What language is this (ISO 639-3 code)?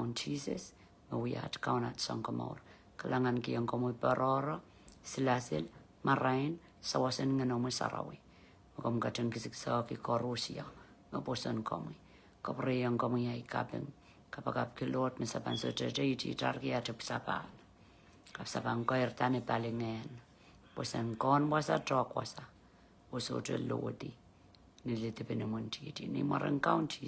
pon